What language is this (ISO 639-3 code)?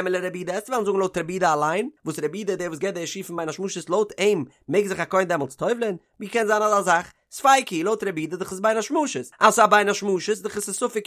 yid